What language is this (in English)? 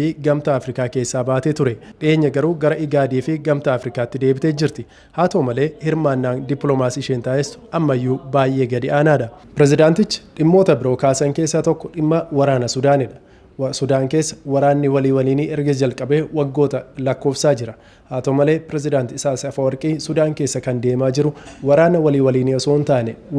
Oromo